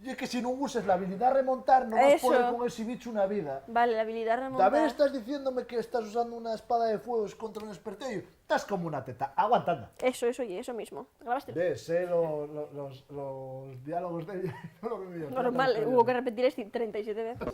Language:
Asturian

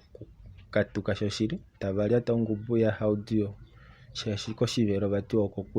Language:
Kuanyama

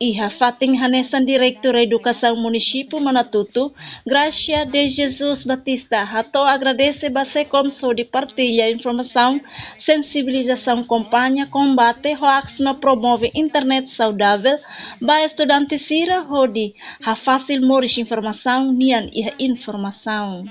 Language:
Tetum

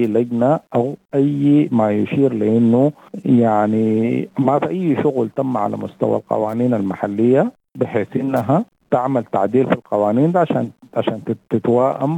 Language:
Sudanese Arabic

